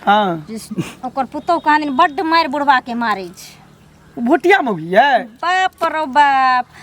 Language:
Maithili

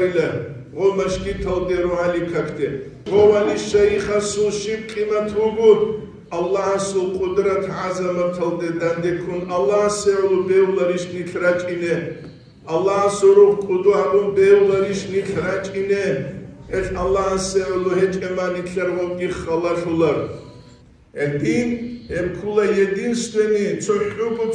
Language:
Avaric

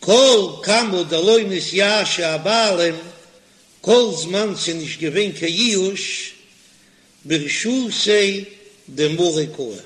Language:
Yiddish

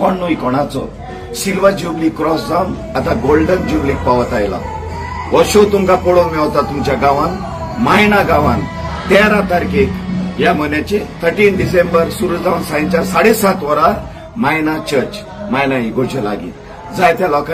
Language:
Konkani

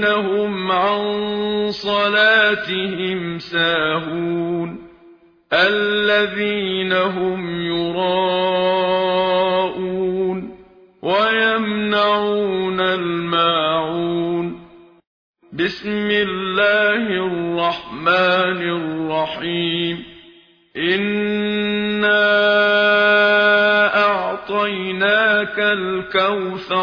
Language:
Arabic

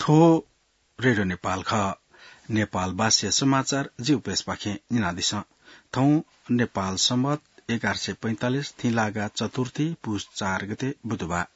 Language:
Newari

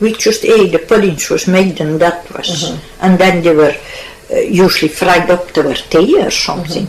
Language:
Scots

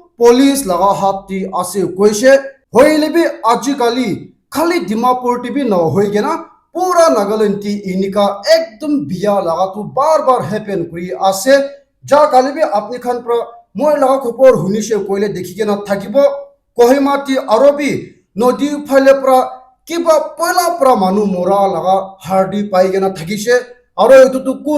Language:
Naga Pidgin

